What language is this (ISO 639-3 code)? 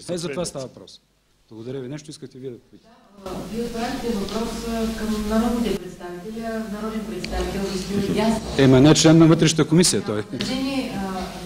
bul